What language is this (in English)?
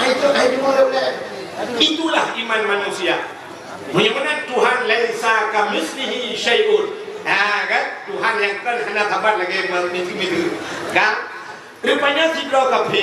Achinese